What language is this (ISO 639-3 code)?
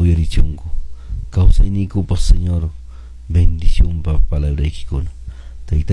que